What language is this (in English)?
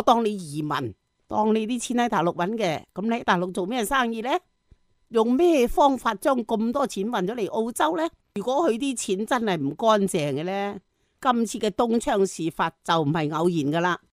Cantonese